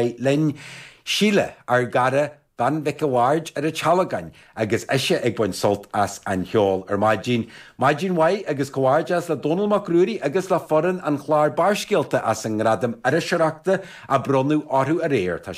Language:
Irish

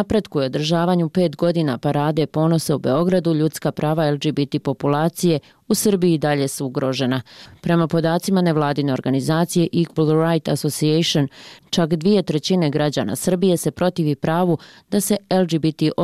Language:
Bosnian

